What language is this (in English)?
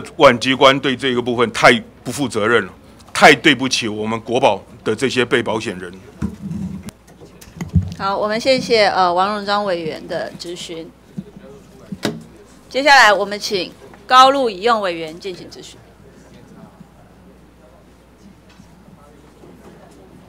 Chinese